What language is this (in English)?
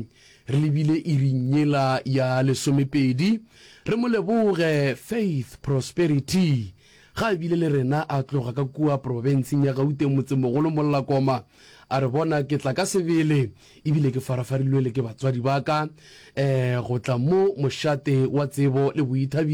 Northern Sotho